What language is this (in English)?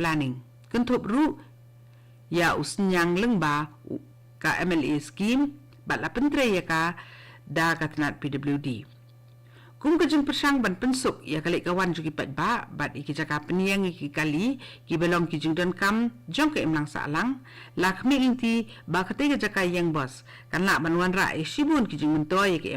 Khasi